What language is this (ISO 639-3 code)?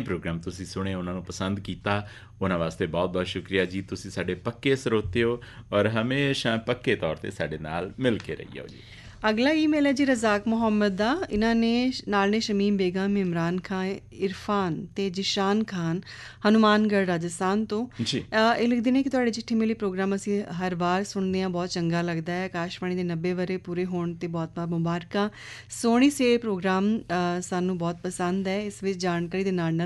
pan